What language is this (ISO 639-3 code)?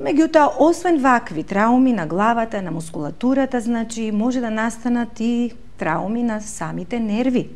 mkd